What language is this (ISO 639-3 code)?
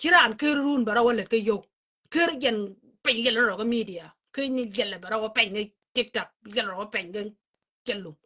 nus